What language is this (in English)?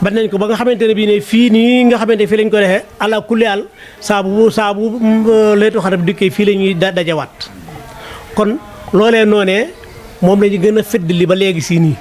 Wolof